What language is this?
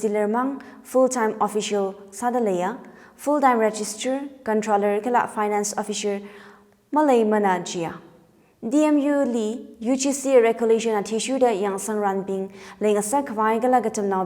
Tangkhul Naga (India)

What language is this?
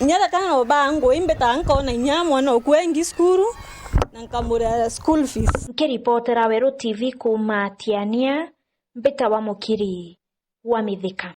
Meru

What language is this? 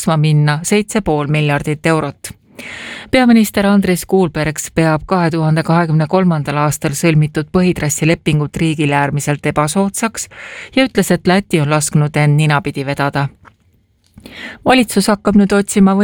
Estonian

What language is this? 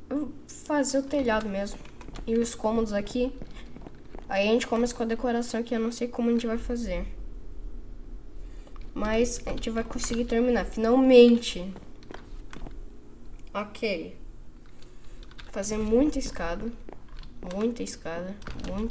Portuguese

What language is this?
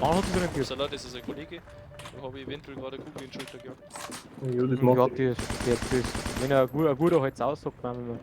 Bavarian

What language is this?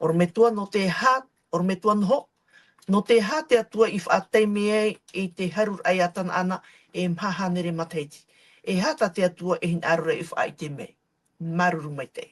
Tahitian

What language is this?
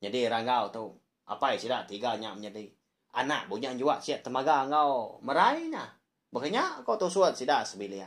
Iban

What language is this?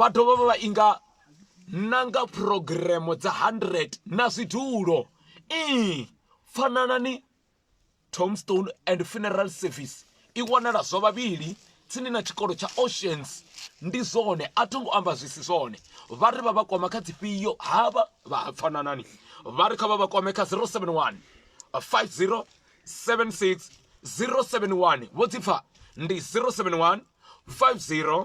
Venda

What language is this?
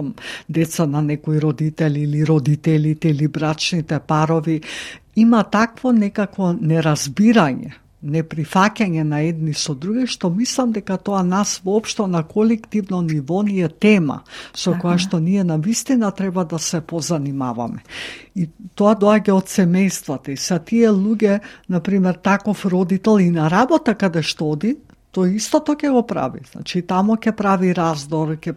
Macedonian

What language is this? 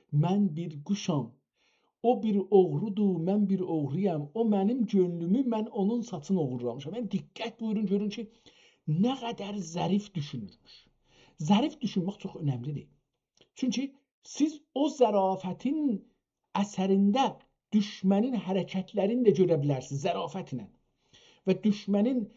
South Azerbaijani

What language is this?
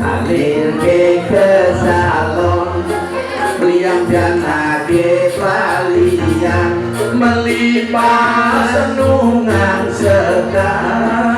Balinese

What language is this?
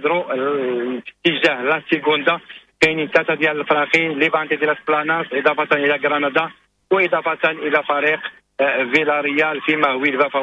Moroccan Arabic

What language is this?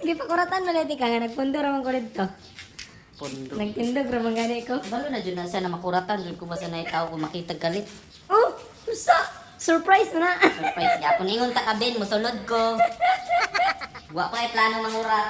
Cebuano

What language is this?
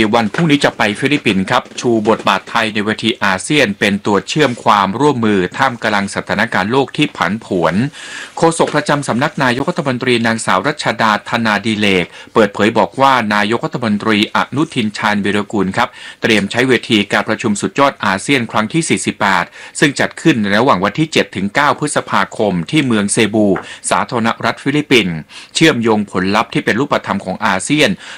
Thai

